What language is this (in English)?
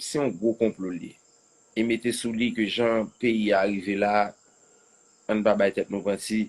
Haitian Creole